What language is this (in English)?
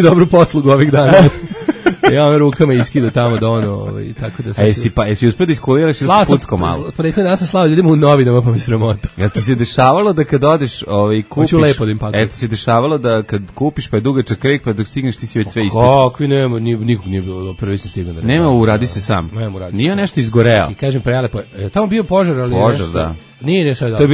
Serbian